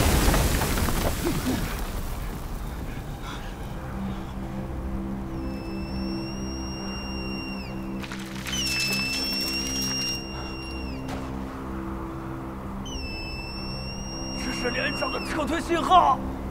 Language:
Chinese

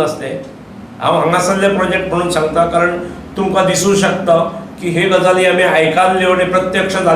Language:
Konkani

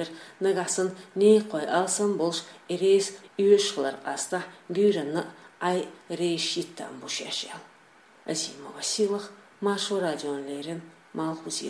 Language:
Chechen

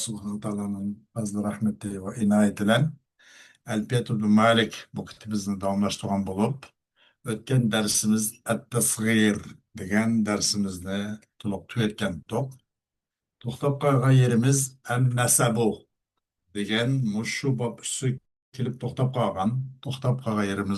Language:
Uyghur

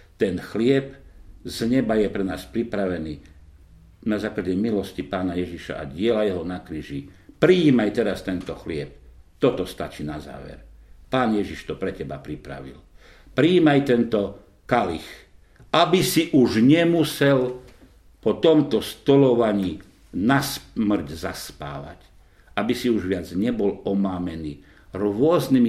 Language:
Slovak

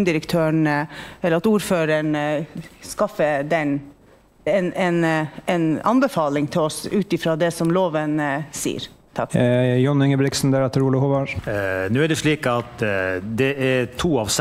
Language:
Norwegian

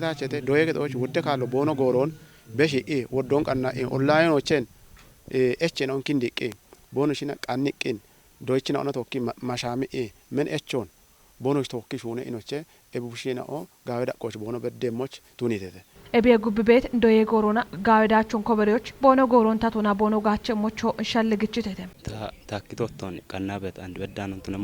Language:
Kafa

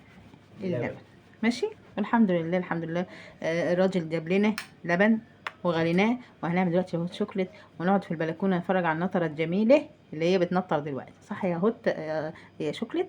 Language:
Egyptian Arabic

